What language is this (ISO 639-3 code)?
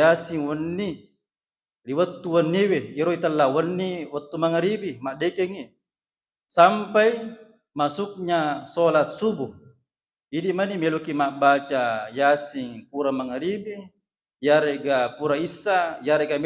bug